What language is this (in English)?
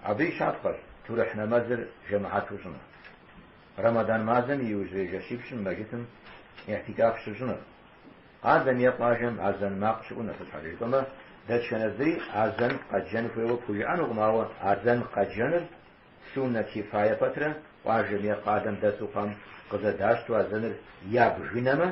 Kabardian